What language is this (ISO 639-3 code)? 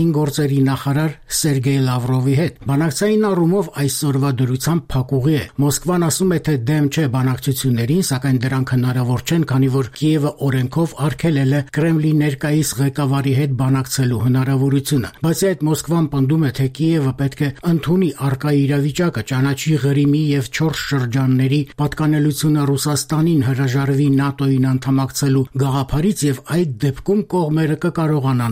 hye